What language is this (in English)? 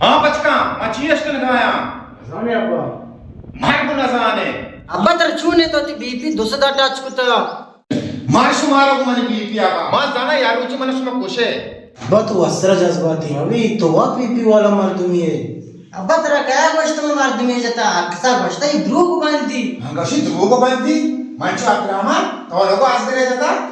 Baluchi